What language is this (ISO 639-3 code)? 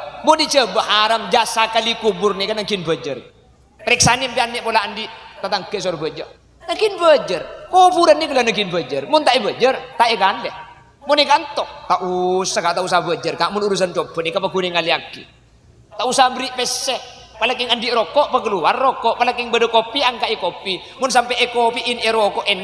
mad